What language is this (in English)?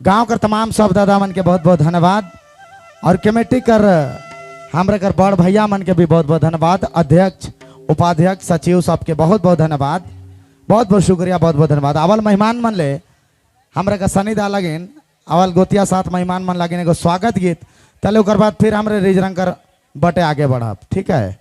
Sadri